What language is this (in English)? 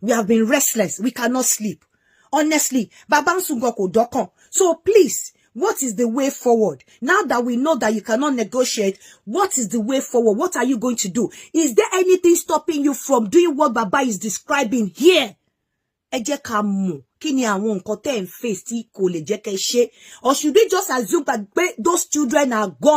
Yoruba